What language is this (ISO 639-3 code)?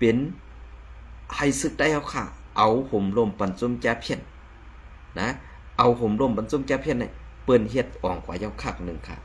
shn